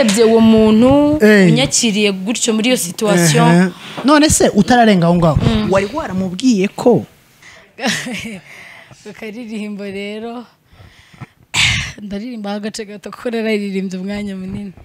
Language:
Kinyarwanda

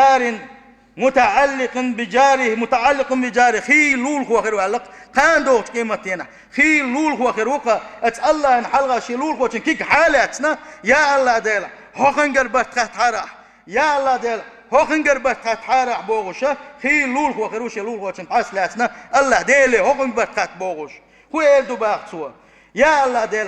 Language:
Chechen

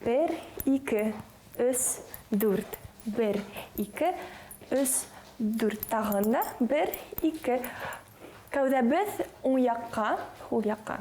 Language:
Bashkir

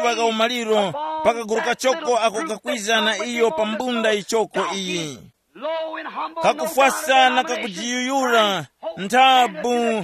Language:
Tumbuka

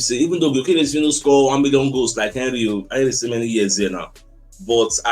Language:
Nigerian Pidgin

